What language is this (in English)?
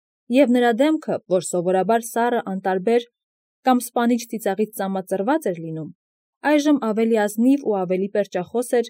Armenian